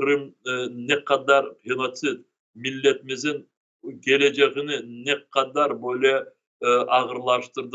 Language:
Crimean Tatar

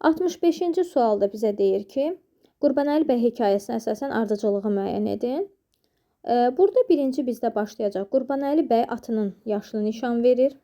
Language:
Azerbaijani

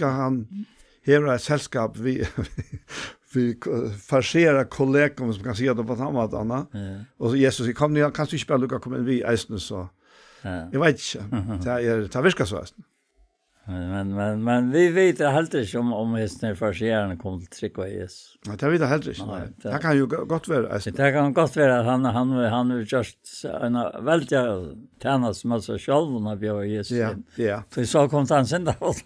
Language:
Faroese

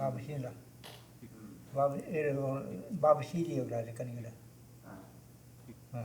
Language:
Choctaw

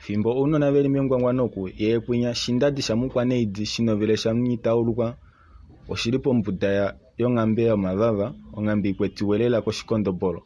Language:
Kuanyama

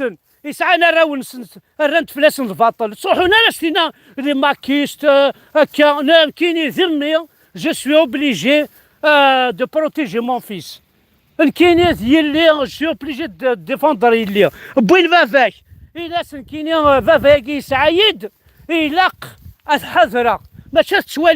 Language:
Kabyle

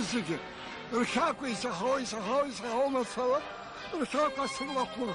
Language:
Abkhazian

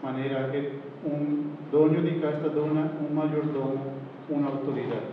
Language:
Papiamento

